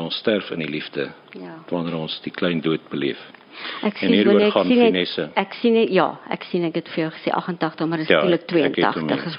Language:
Afrikaans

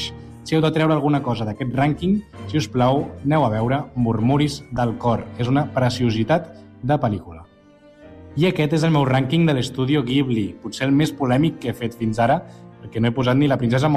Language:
Catalan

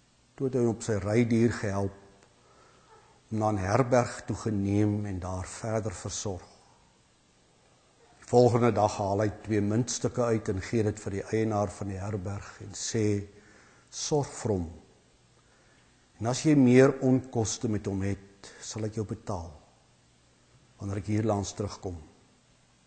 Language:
Afrikaans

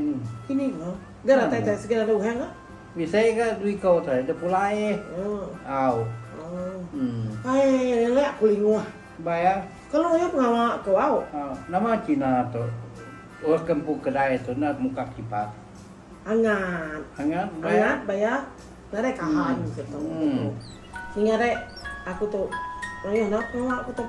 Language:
Iban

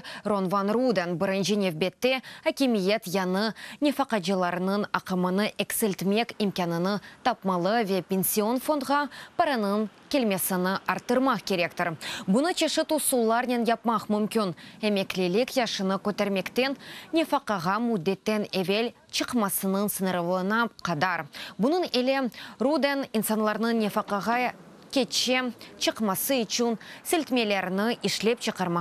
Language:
Crimean Tatar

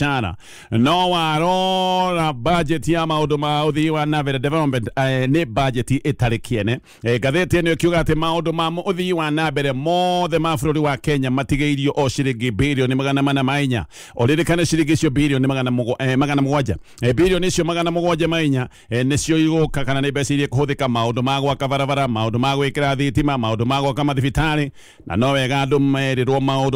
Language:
Kikuyu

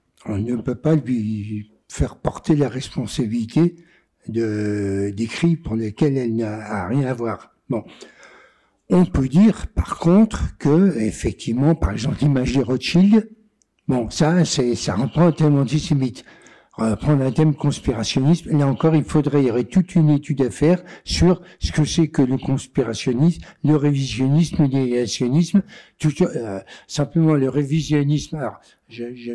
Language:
French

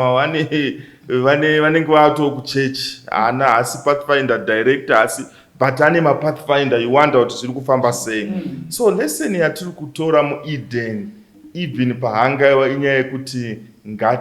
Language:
Shona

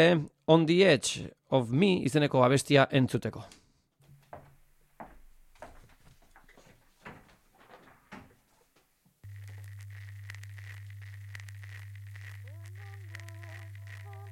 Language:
Basque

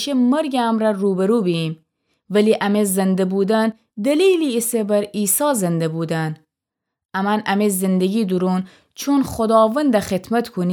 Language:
Gilaki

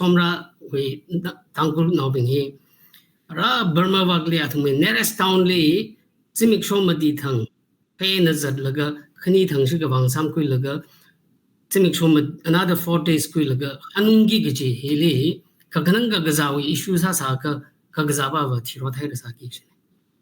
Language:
Tangkhul Naga (India)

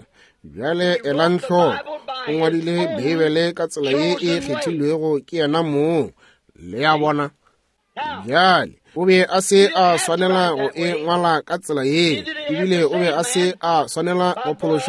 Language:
Northern Sotho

